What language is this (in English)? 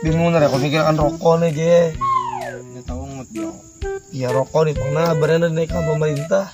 Banjar